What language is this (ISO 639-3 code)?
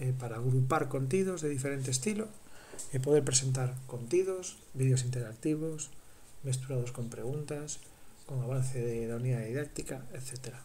glg